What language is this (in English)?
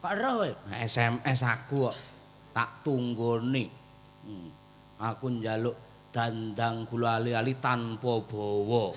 Javanese